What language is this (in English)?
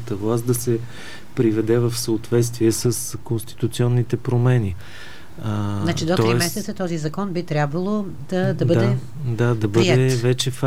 Bulgarian